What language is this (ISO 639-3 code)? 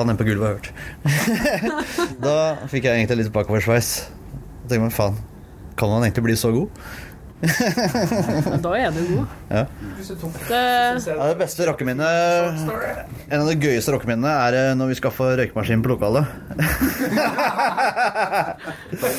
nor